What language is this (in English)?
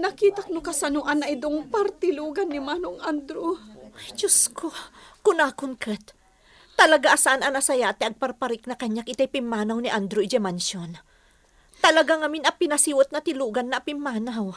Iloko